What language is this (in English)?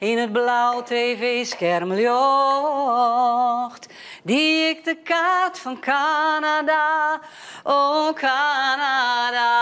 Western Frisian